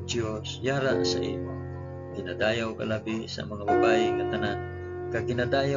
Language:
Hiligaynon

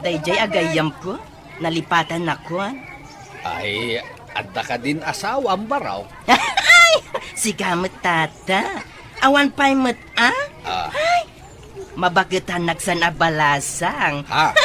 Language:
Iloko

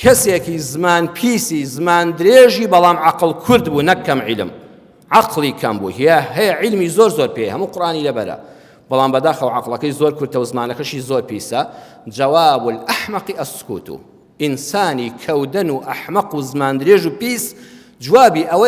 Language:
Central Kurdish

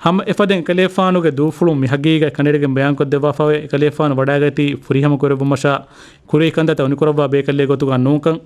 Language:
Divehi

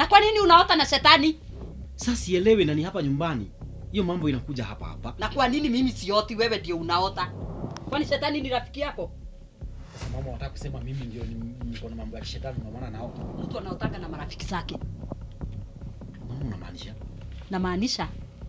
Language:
Swahili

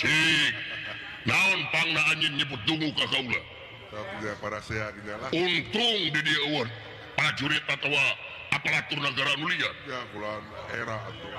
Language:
Sundanese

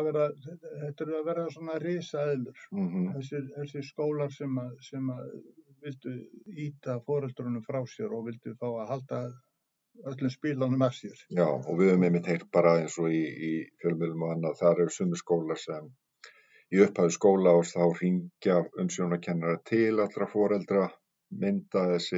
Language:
Icelandic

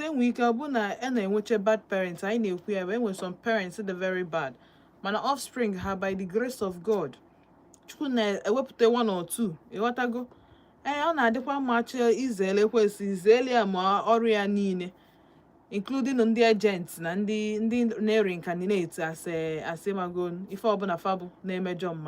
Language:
Igbo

